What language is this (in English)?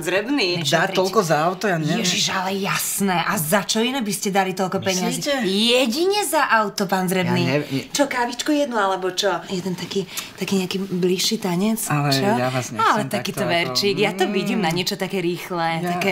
Slovak